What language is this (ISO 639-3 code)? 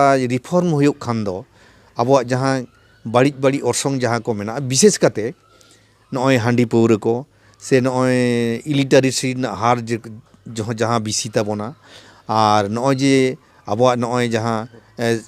sat